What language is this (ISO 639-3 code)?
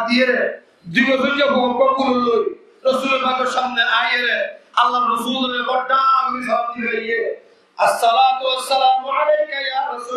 rhg